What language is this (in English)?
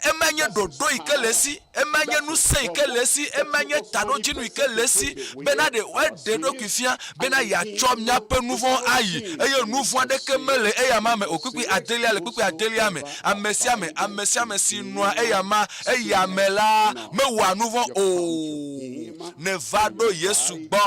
Ewe